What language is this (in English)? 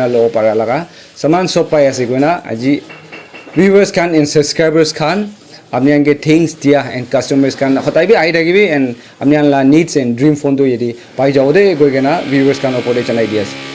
Naga Pidgin